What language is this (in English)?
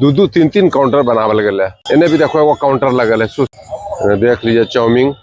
Magahi